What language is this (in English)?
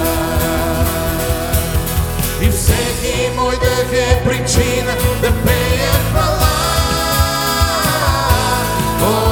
Bulgarian